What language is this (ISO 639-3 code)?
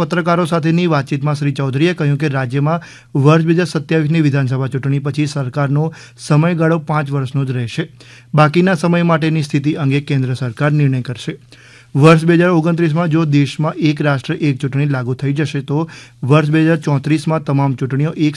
guj